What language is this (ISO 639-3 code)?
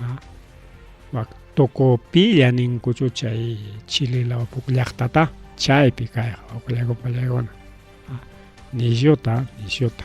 quy